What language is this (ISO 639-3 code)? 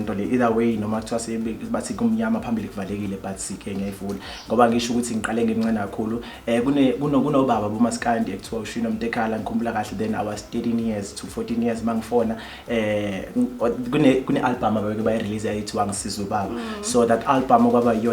zul